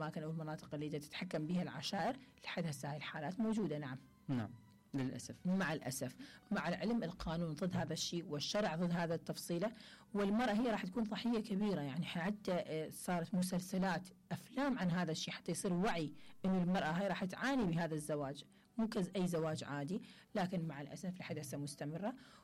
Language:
Mesopotamian Arabic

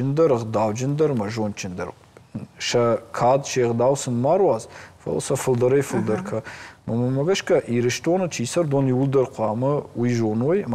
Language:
Ossetic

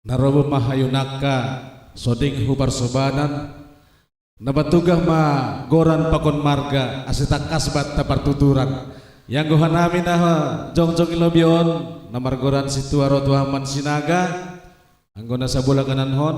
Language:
Batak Simalungun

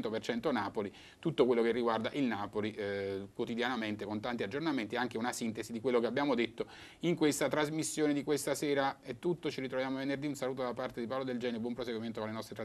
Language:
Italian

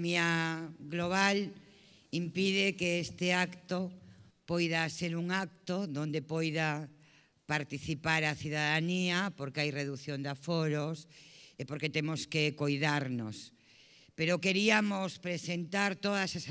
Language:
Galician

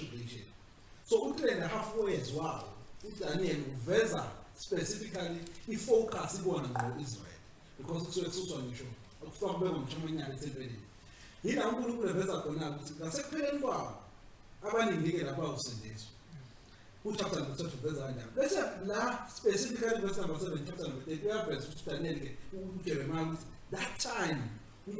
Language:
Zulu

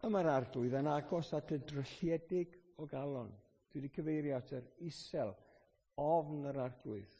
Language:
Welsh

